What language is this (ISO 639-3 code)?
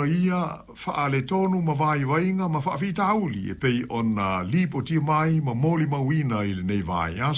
smo